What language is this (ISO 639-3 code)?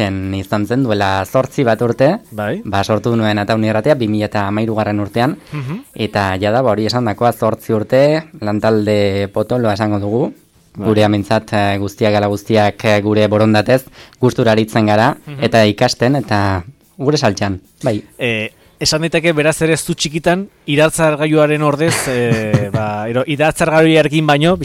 eus